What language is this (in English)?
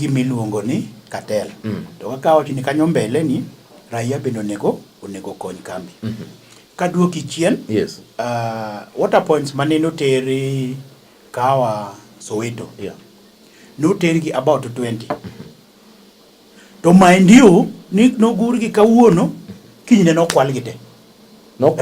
Luo (Kenya and Tanzania)